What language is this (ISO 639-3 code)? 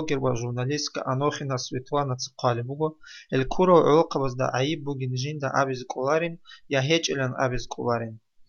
ava